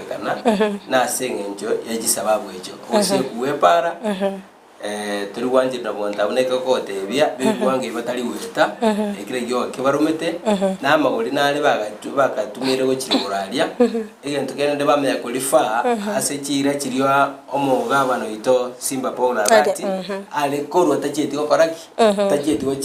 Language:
Gusii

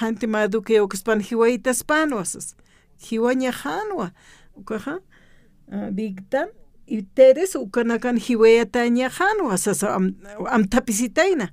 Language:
Aymara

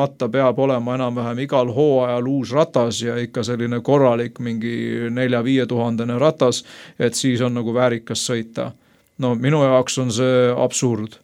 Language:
Estonian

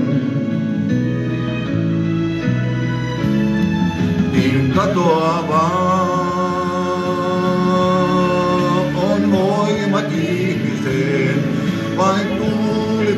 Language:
Finnish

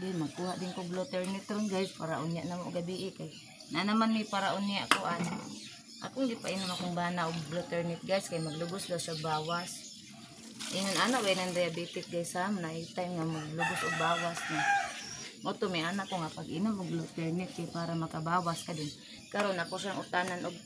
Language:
Cebuano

